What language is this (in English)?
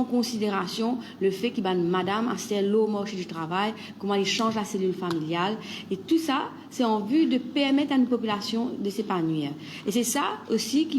Morisyen